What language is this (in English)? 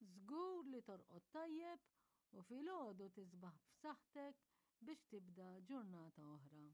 Maltese